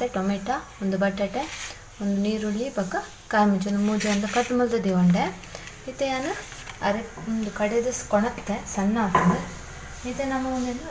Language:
Tulu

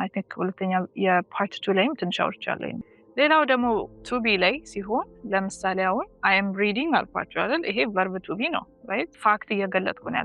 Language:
Amharic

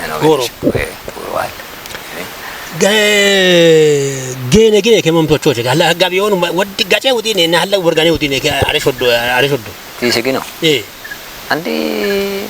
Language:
Kafa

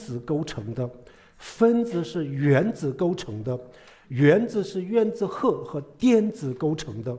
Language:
Chinese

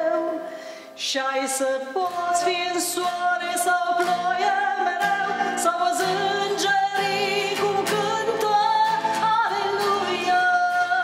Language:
Romanian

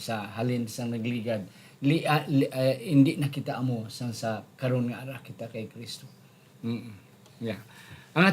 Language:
Hiligaynon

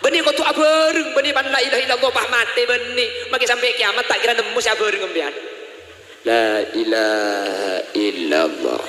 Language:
Madurese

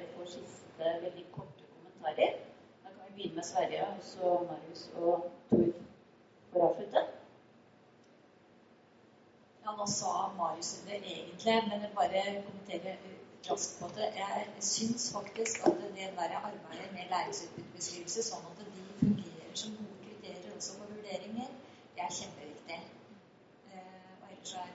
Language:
Norwegian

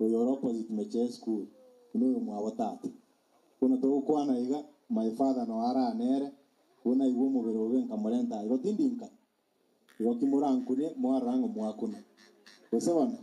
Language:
Gusii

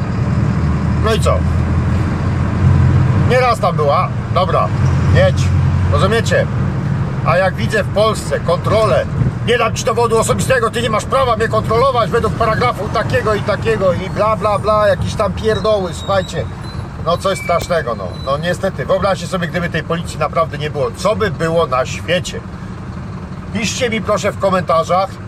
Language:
Polish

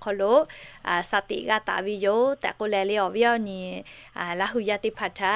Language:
Lahu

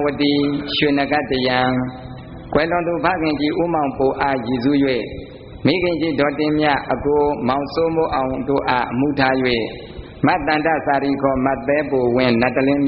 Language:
Burmese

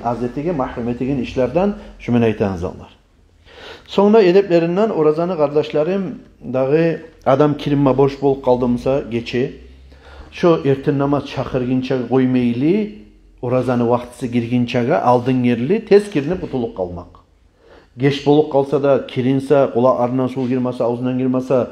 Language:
Kumyk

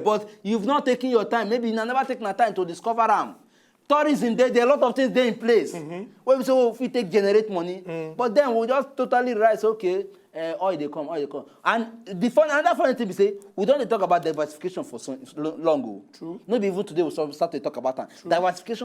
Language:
Nigerian Pidgin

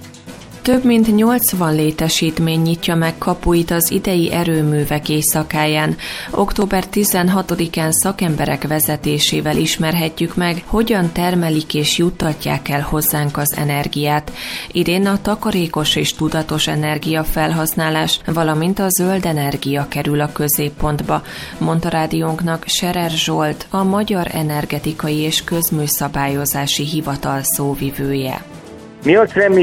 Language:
Hungarian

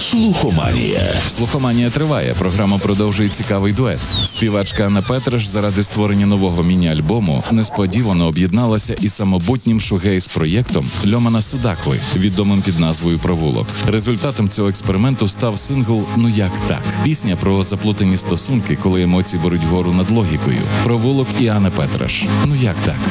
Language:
Ukrainian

